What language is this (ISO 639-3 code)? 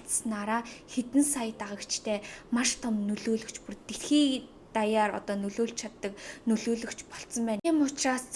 mon